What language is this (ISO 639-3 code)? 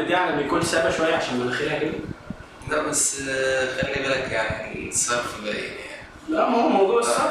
arz